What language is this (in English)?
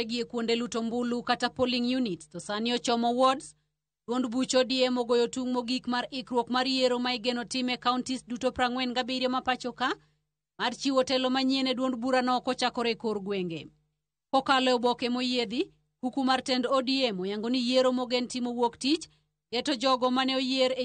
Luo (Kenya and Tanzania)